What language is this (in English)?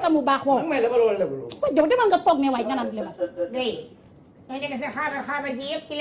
Wolof